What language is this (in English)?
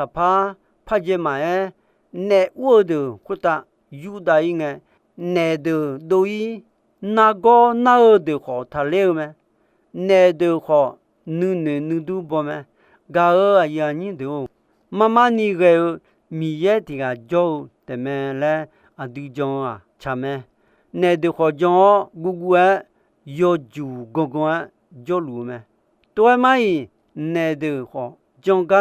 Akha